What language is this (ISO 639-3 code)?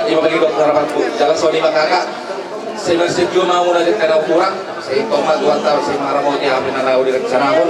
bbc